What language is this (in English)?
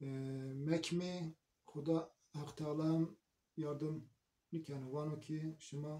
Zaza